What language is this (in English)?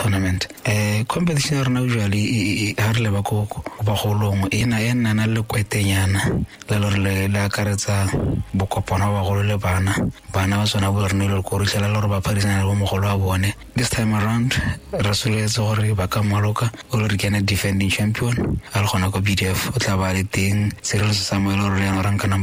Tswana